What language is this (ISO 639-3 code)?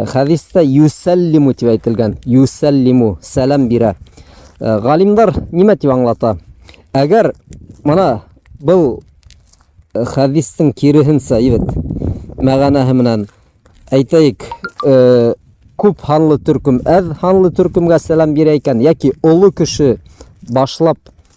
bak